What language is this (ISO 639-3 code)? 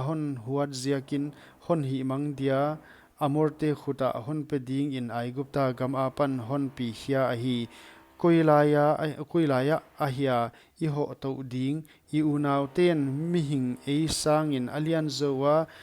pck